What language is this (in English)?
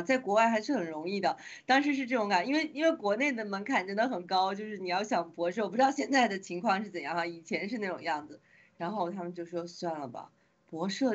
Chinese